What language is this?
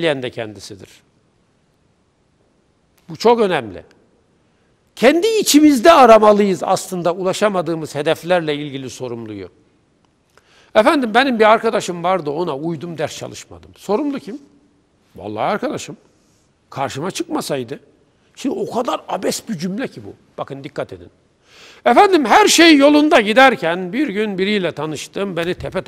Turkish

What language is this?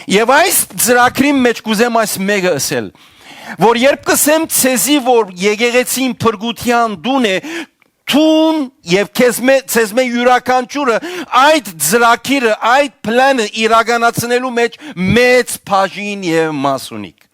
Western Armenian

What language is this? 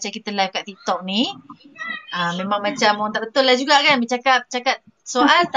Malay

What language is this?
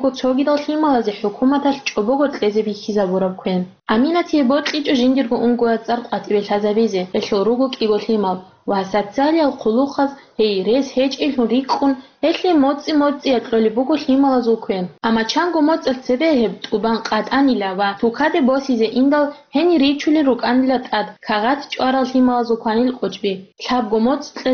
Avaric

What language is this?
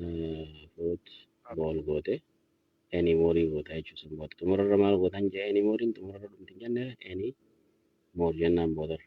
Oromo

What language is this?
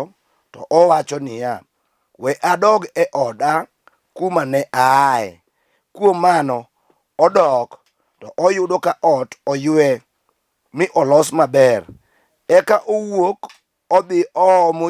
Luo (Kenya and Tanzania)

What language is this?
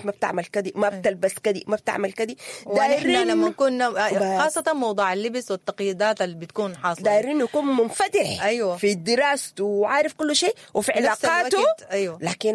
Sudanese Arabic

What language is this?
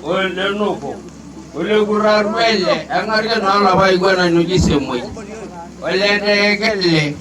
Masai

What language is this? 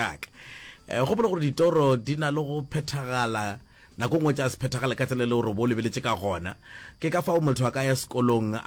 Northern Sotho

